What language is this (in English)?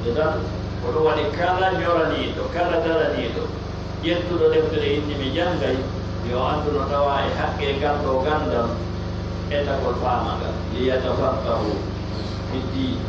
Pular